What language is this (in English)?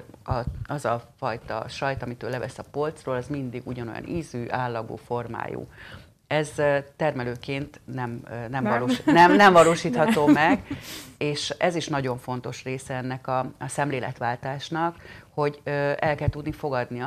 Hungarian